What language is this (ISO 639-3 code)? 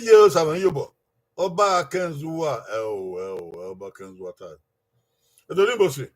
bin